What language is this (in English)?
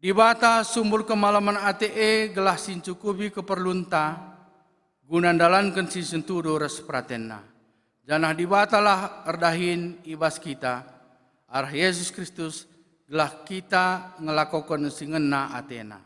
Batak Karo